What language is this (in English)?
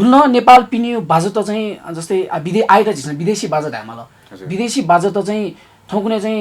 Newari